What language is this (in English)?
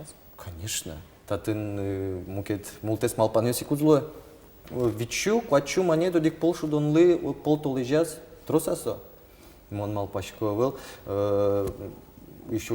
Udmurt